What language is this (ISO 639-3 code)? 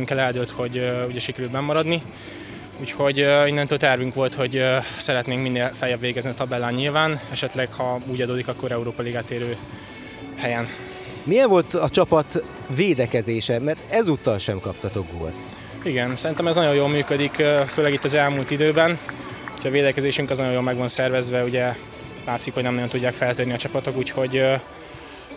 hun